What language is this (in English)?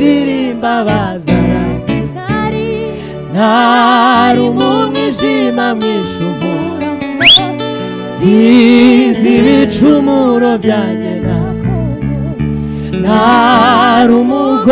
Kinyarwanda